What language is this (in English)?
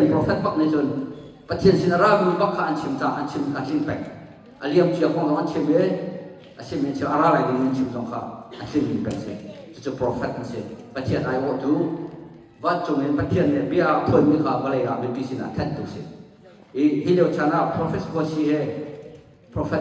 Hakha Chin